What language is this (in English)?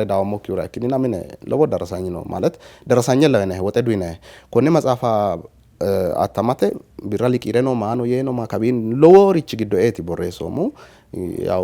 Sidamo